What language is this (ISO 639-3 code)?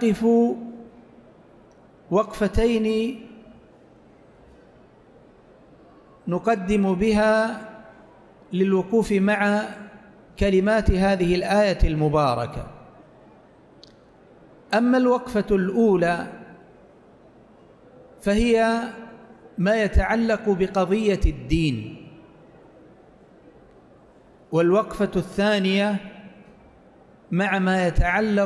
ara